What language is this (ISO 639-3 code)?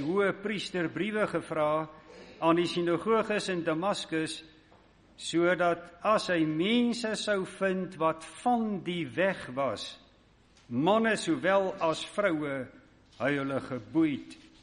afr